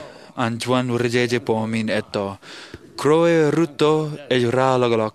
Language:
Marshallese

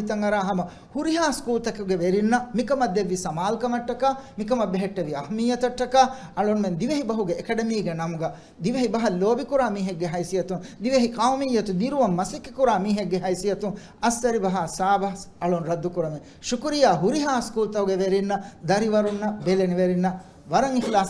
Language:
Divehi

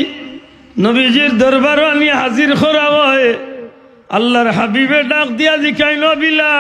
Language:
Sylheti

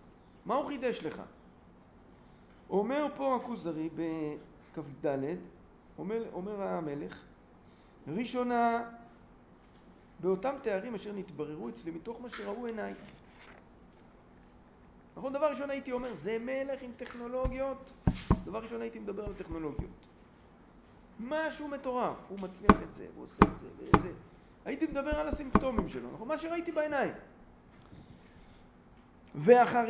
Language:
Hebrew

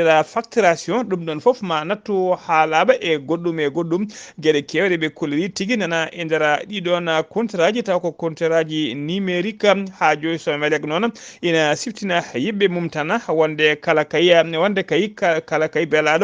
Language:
Fula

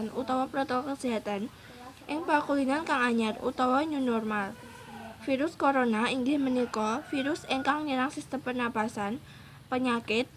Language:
Javanese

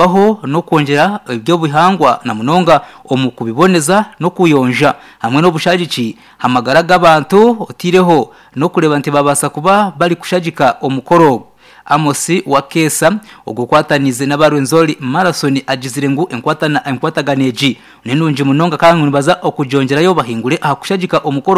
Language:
Nyankole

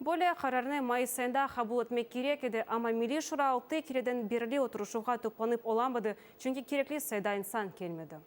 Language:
Crimean Tatar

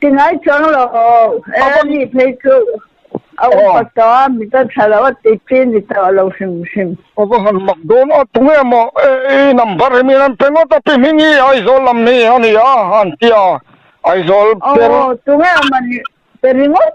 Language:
Mizo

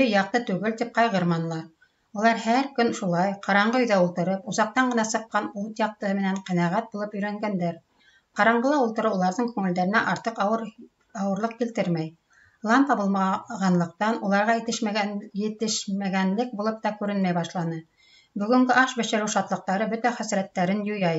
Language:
Bashkir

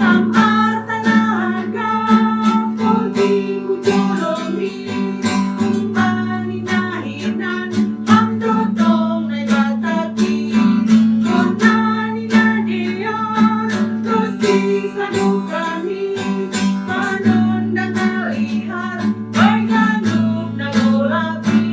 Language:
Batak Simalungun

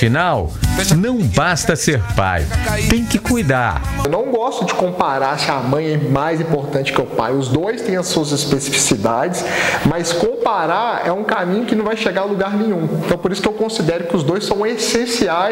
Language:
Portuguese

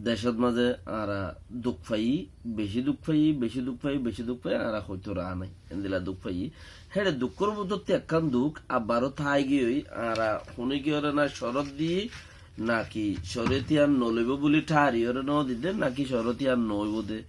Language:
Rohingya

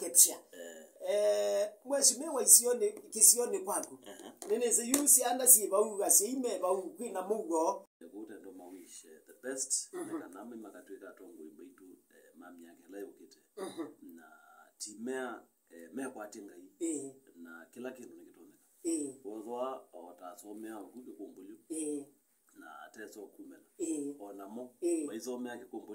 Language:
Kamba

